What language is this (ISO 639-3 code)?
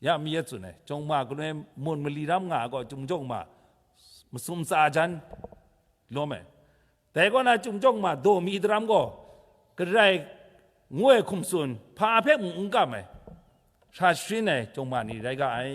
kac